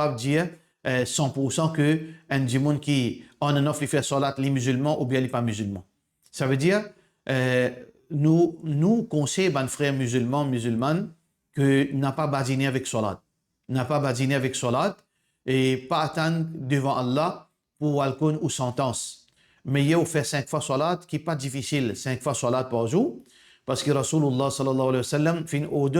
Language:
Morisyen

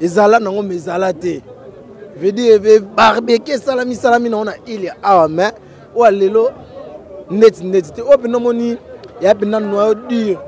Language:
Lingala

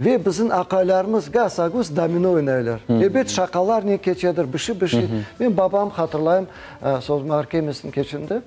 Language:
Crimean Tatar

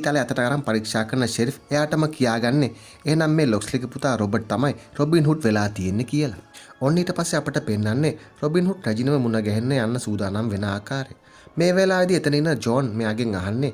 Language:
Sinhala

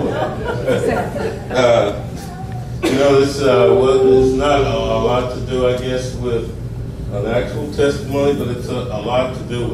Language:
English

